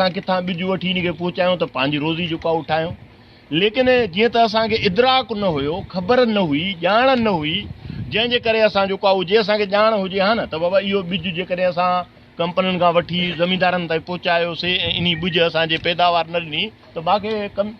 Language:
Sindhi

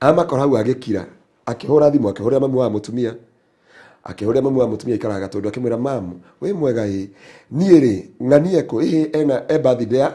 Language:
Kikuyu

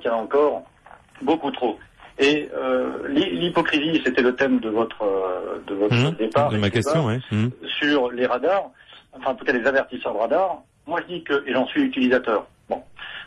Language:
French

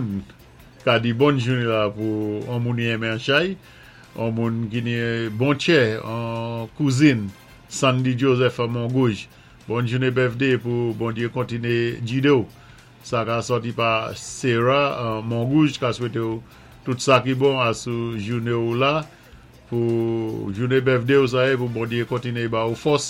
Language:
Saint Lucian Creole French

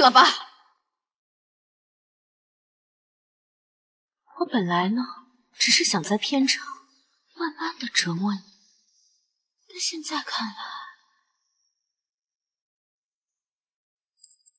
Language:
Chinese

